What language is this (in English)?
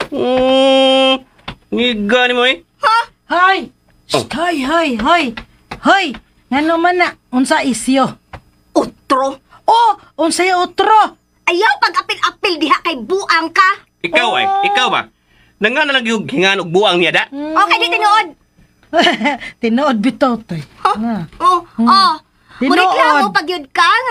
Cebuano